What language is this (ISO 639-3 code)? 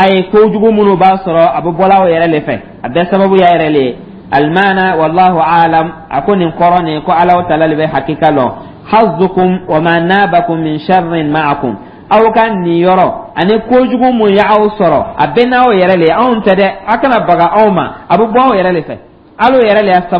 dyu